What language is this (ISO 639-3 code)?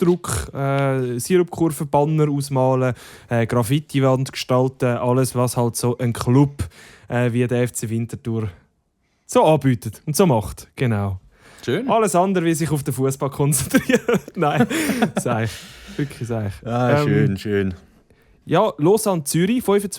gsw